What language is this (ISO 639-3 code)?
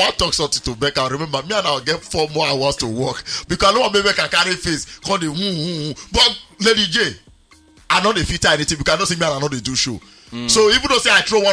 pcm